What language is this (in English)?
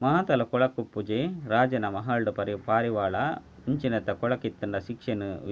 Tulu